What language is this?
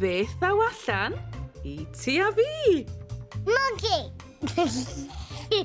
Welsh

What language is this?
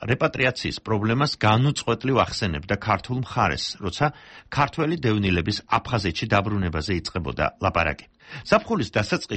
Georgian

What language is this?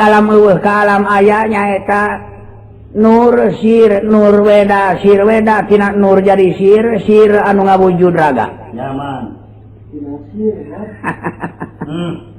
Sundanese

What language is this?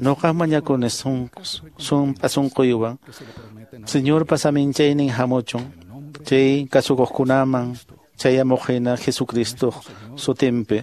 Quechua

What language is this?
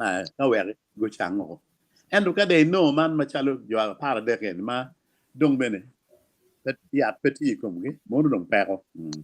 Acoli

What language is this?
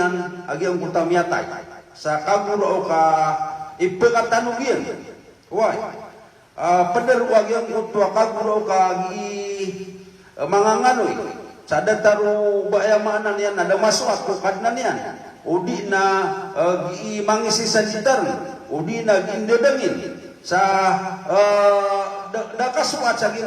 Maranao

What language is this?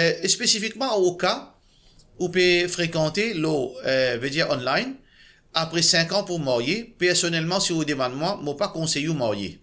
Morisyen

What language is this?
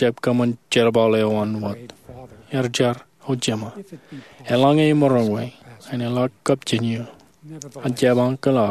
Marshallese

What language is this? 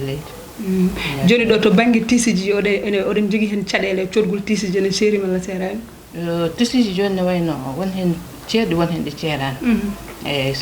Fula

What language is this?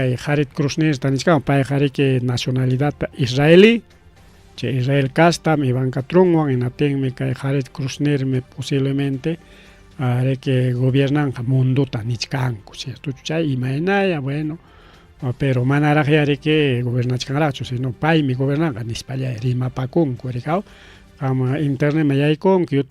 Ayacucho Quechua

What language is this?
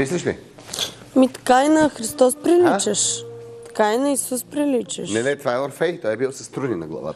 Bulgarian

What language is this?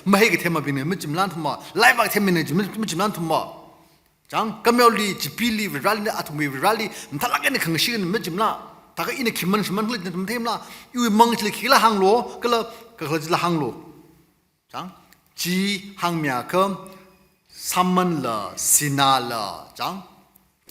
Tangkhul Naga (India)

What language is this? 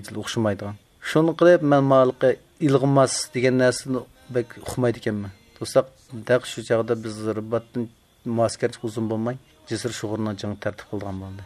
Uyghur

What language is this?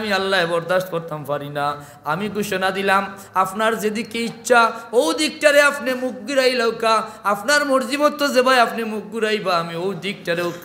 Sylheti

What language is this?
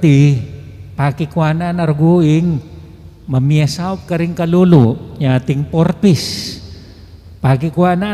Pampanga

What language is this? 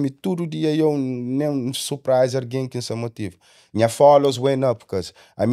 Kabuverdianu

